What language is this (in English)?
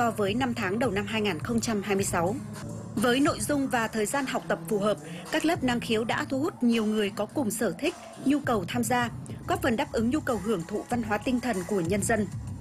Vietnamese